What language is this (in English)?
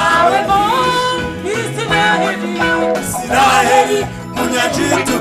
Kinyarwanda